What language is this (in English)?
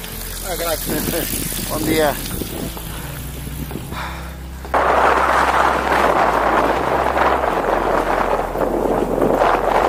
Catalan